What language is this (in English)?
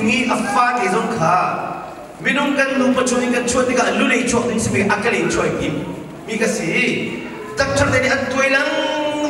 Hakha Chin